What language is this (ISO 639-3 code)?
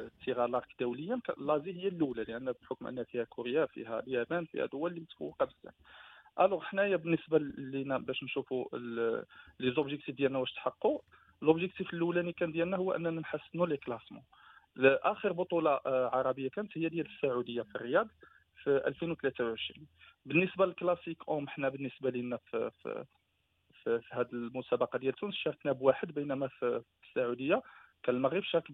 ary